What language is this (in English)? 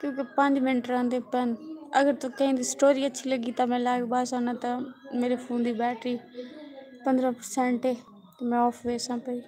Saraiki